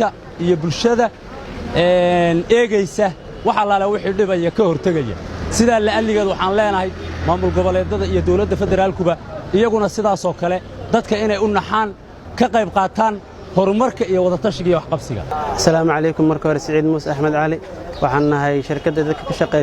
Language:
Somali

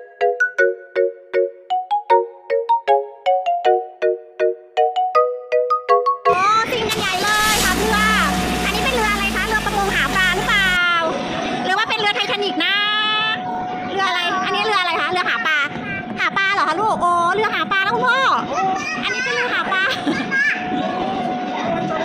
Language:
Thai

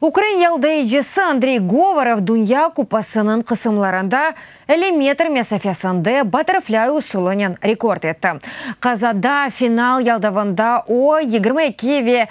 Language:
Crimean Tatar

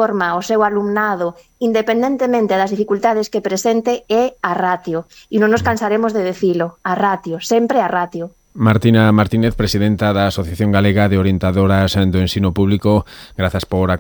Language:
Galician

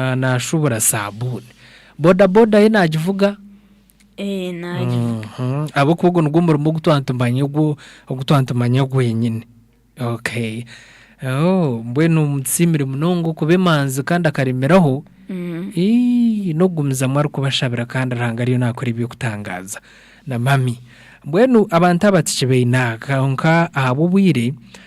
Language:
Nyankole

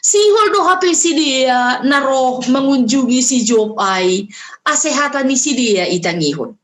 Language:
Batak Simalungun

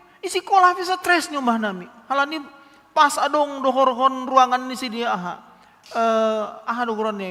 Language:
Batak Simalungun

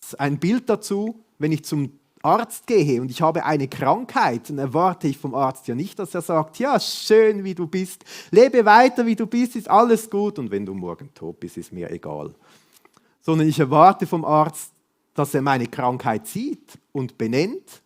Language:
Swiss German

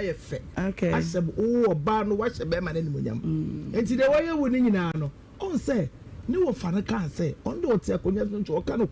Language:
Akan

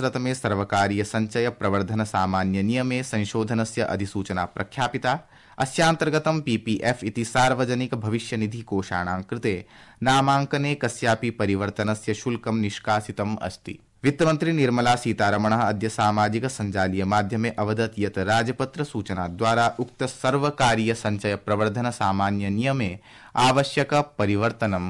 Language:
Sanskrit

